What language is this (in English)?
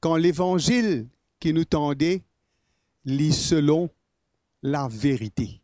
Morisyen